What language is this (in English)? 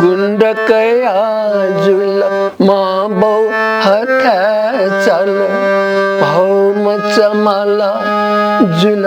Newari